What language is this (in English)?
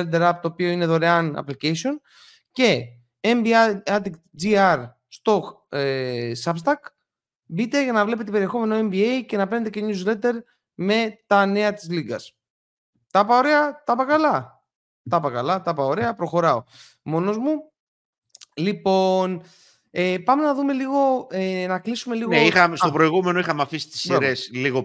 Greek